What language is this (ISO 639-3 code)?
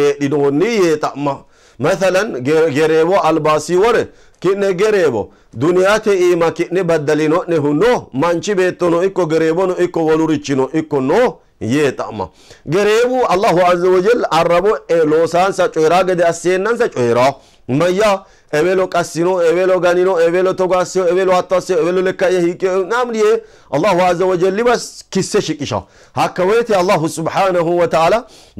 sid